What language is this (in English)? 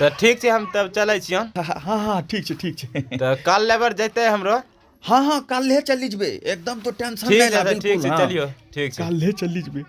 Angika